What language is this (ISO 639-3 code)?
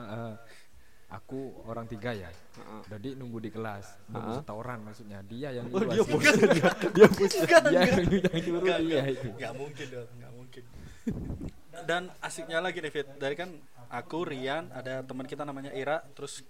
ind